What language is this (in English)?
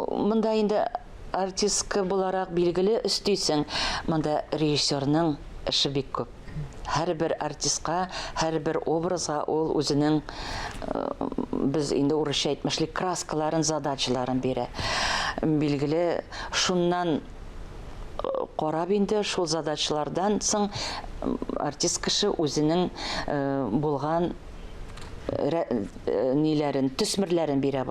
Tatar